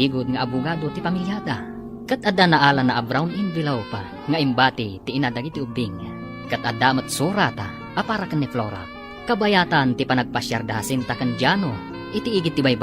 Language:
Iloko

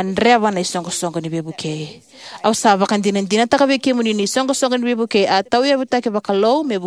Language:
Fijian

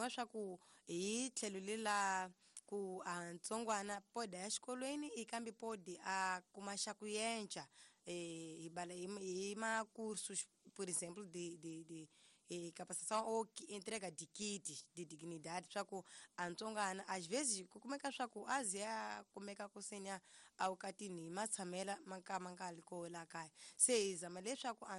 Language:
Tsonga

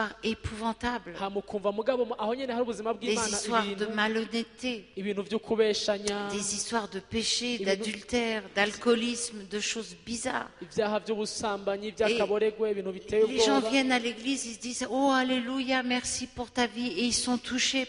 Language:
Kinyarwanda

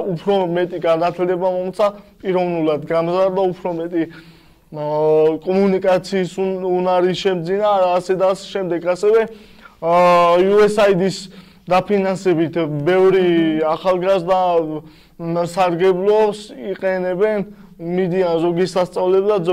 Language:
Georgian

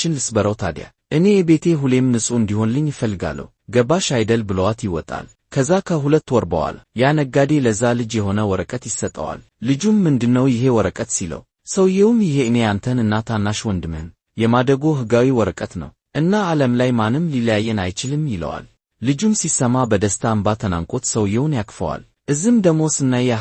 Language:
Amharic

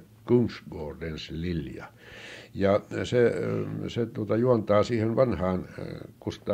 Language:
Finnish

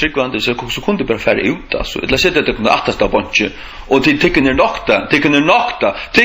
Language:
Faroese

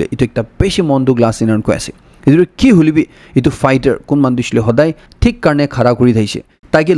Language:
Naga Pidgin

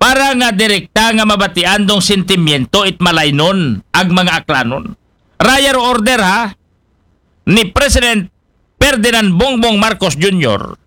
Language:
Aklanon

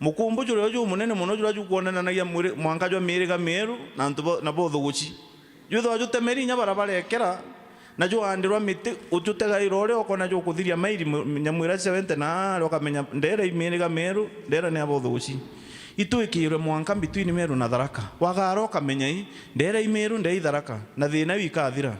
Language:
Meru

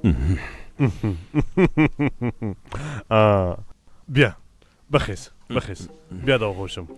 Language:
Persian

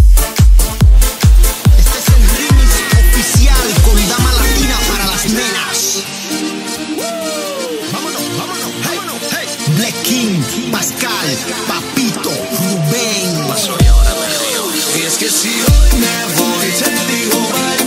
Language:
Polish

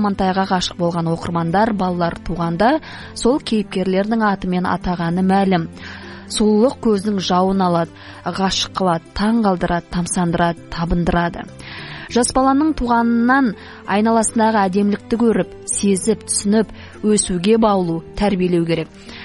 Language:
Kazakh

